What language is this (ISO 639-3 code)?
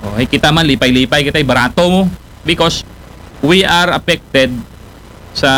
akl